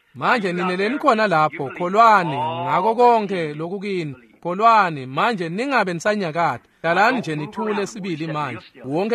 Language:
Swati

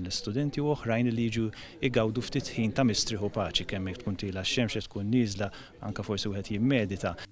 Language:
Maltese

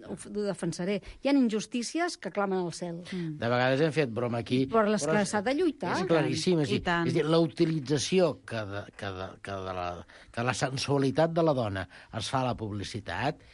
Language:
Catalan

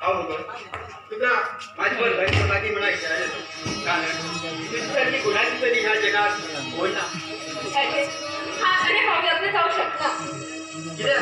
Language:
Konkani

